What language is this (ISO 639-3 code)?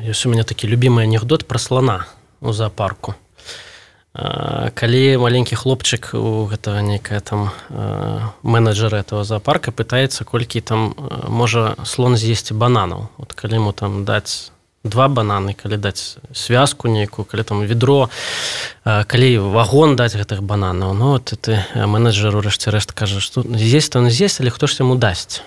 bel